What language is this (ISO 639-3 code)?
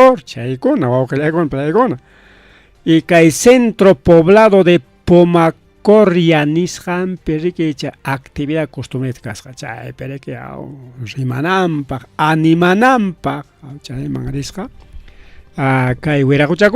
quy